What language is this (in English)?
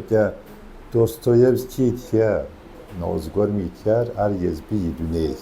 Kabardian